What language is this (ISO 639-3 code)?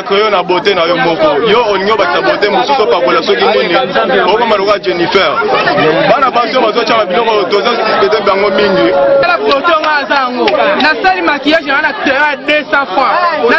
lin